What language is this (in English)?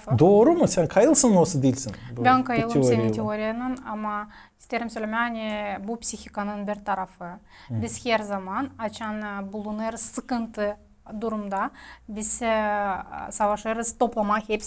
Gagauz